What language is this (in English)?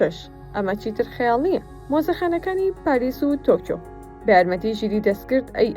Central Kurdish